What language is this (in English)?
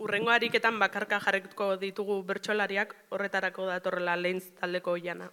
Basque